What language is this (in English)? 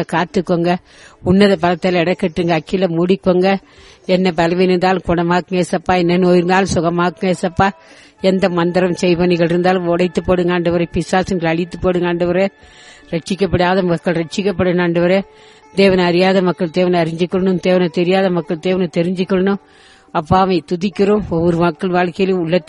Tamil